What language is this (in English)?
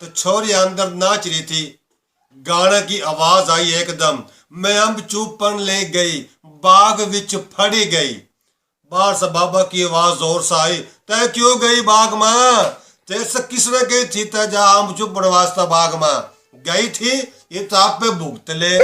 Haryanvi